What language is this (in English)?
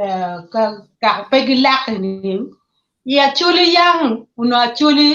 Acoli